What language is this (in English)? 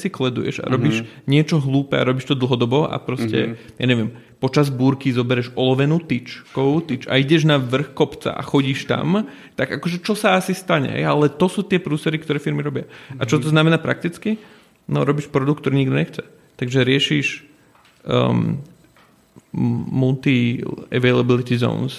Slovak